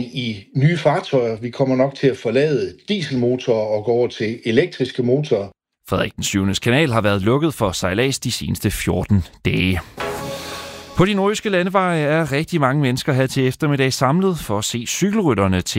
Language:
Danish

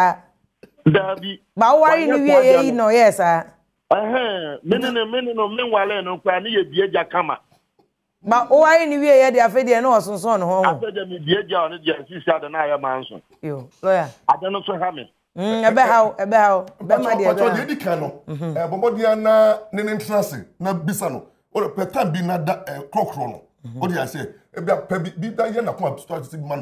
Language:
Akan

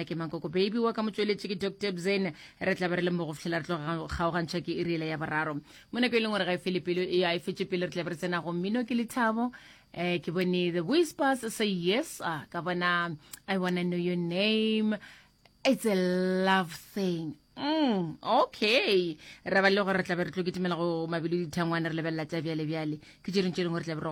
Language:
Northern Sotho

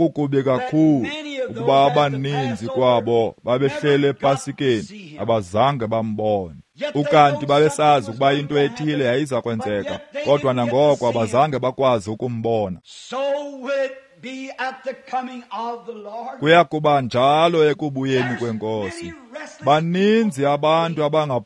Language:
Xhosa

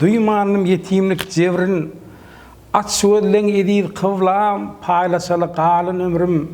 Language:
Turkmen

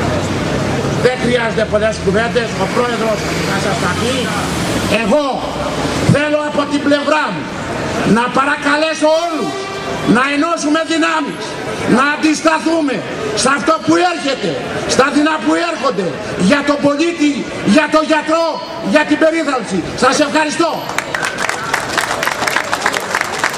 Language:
Greek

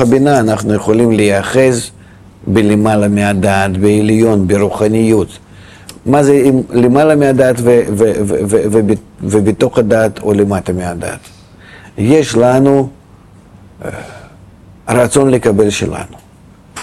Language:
Hebrew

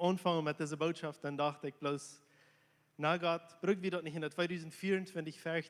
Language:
Plautdietsch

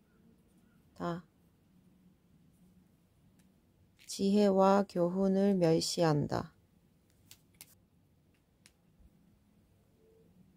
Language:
Korean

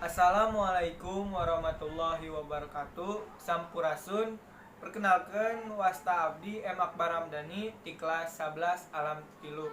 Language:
Sundanese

